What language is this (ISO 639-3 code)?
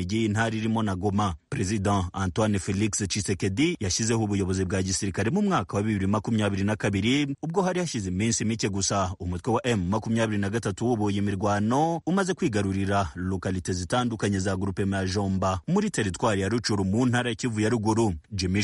kin